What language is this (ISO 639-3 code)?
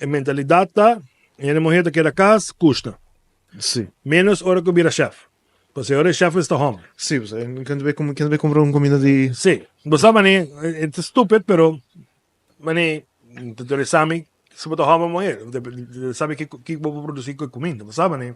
pap